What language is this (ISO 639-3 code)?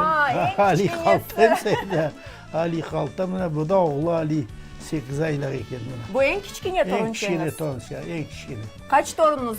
crh